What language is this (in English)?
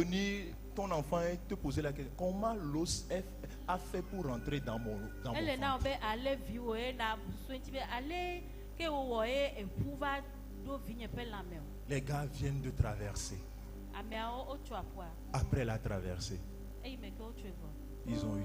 Ewe